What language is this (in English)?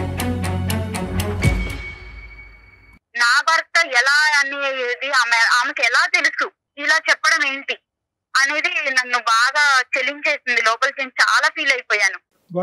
Telugu